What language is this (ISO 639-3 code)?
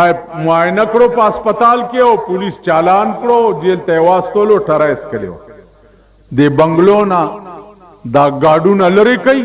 pus